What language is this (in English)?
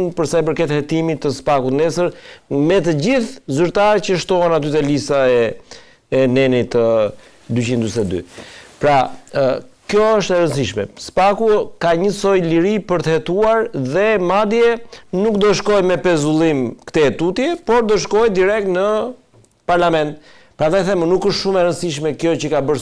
Albanian